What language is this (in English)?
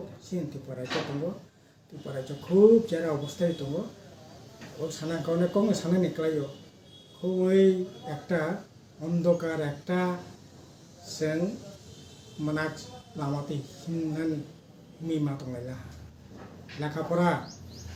Kok Borok